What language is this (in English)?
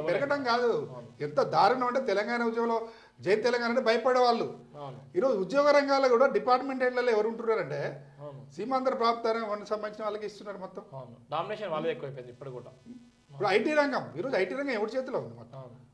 Telugu